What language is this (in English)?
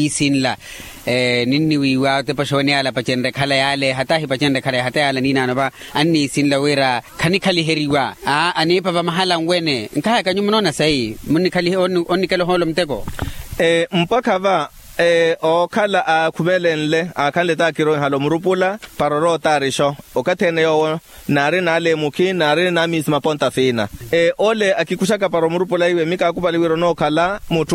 Makhuwa